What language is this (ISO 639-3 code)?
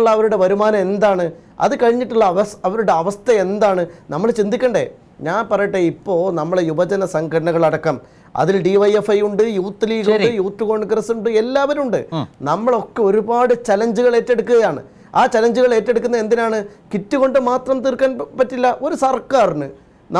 mal